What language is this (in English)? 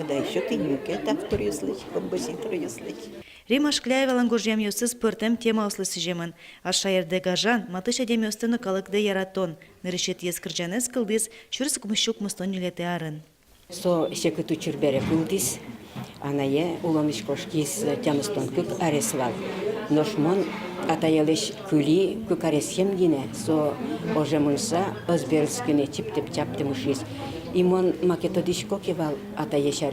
Udmurt